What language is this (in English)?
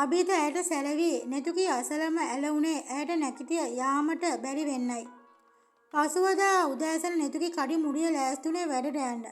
Sinhala